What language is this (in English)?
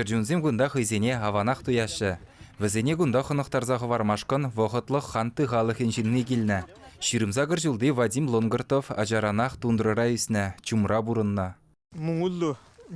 Chuvash